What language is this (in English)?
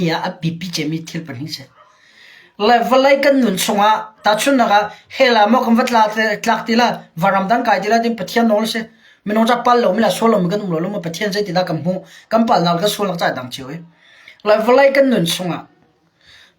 Hakha Chin